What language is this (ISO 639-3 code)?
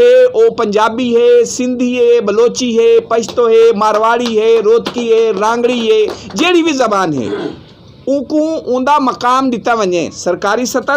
skr